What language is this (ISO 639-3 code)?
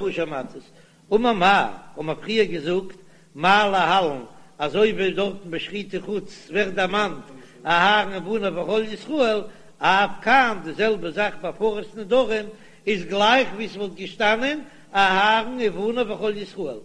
yid